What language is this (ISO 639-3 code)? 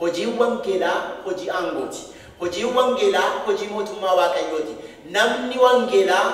orm